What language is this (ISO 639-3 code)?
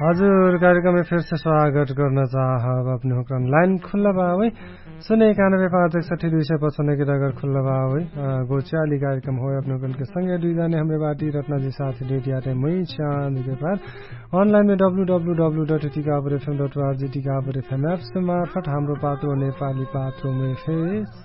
thl